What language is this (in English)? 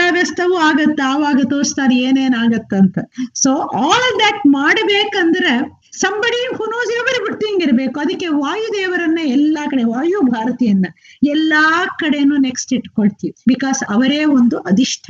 Kannada